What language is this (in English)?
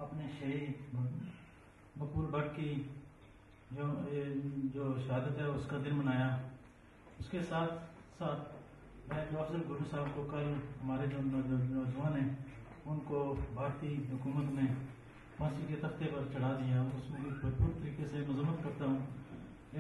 Urdu